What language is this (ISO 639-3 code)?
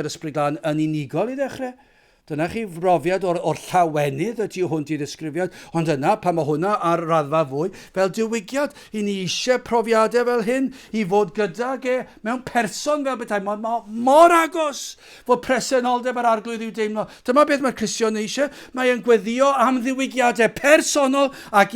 cym